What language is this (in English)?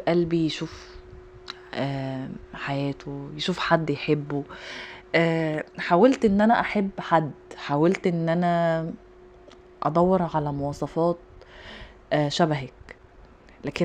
Egyptian Arabic